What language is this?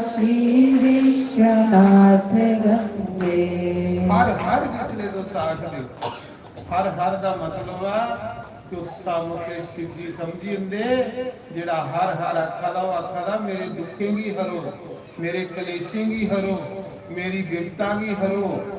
Dogri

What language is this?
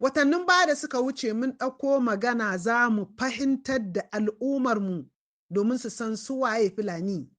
Hausa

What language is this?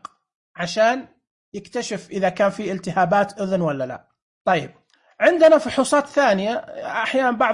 Najdi Arabic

